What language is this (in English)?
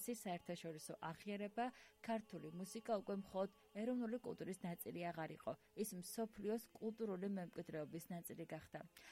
Georgian